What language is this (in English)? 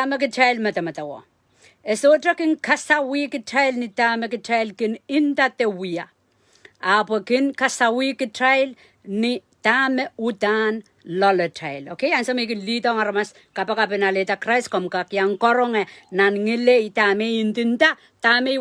Pohnpeian